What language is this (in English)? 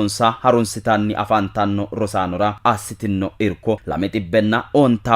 Sidamo